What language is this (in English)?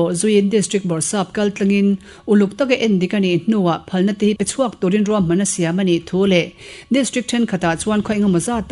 Mizo